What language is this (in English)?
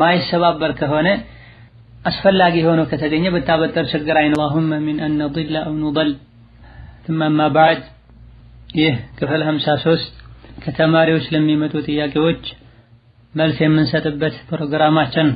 Amharic